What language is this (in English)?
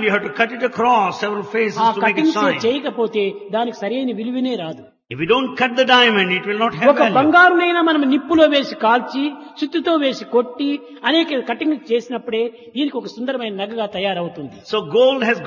Telugu